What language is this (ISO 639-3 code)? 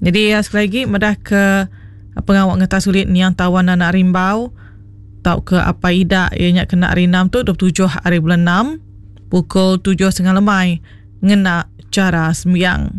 iba